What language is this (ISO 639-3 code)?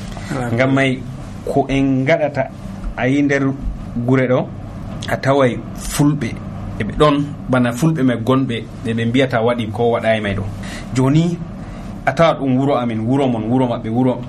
fuv